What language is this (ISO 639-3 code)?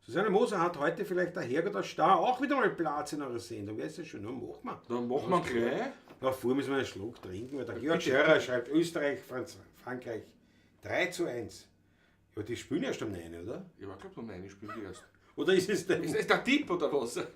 bar